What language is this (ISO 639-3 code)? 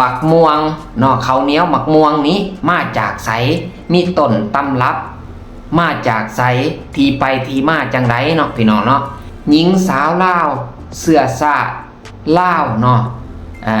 lao